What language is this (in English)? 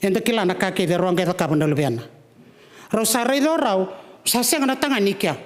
Fijian